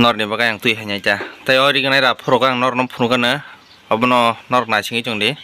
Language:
Kok Borok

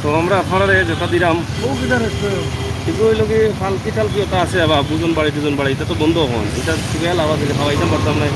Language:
Sylheti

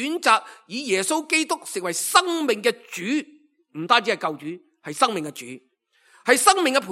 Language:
Cantonese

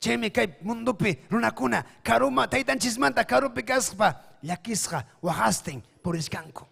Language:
Ayacucho Quechua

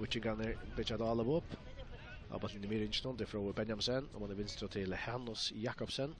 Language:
Faroese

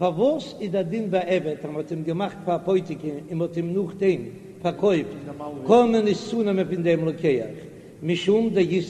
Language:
Yiddish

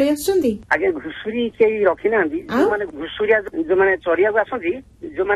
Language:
Odia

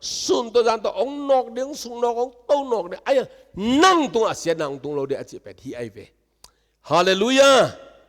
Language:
Tedim Chin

